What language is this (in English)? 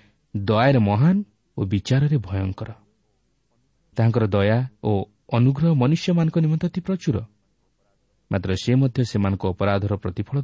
Odia